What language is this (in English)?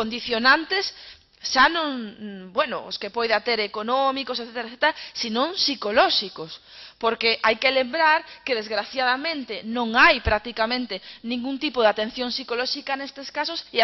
Galician